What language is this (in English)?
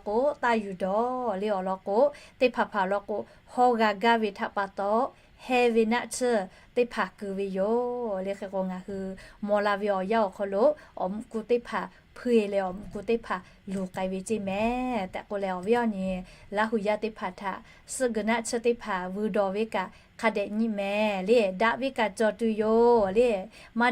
Lahu